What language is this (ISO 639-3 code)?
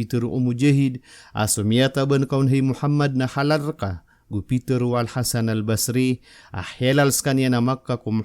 mrw